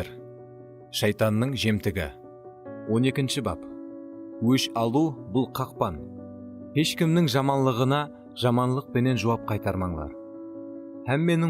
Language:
Kara-Kalpak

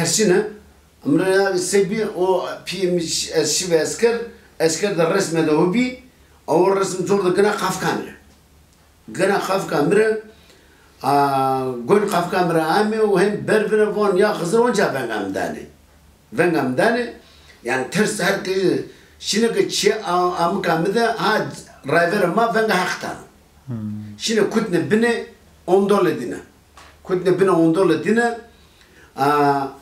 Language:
Zaza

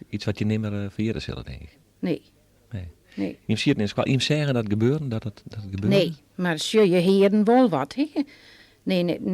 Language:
Western Frisian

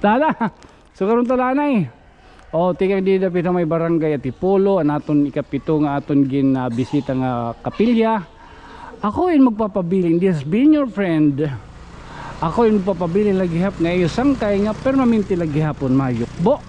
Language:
Waray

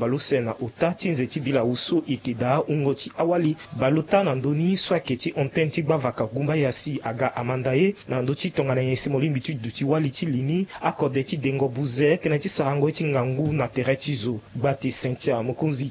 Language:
Sango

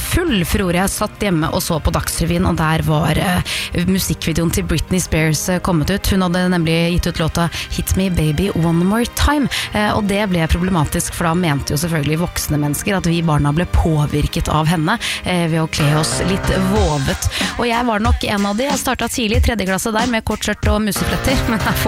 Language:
Norwegian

